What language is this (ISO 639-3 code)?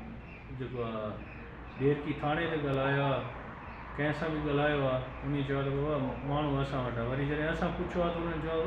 snd